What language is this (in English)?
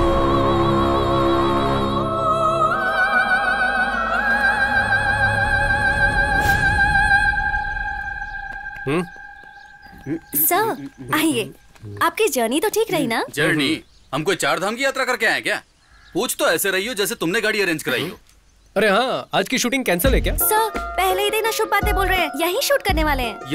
Hindi